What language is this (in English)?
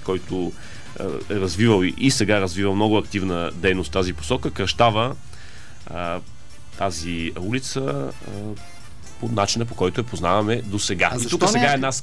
Bulgarian